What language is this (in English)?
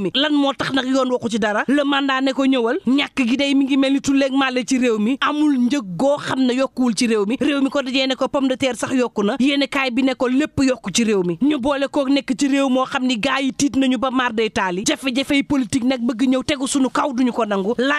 Wolof